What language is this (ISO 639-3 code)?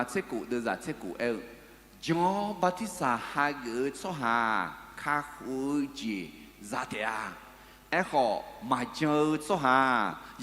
ahk